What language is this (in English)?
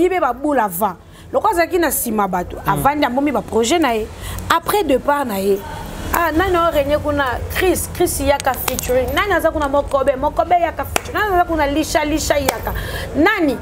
Lingala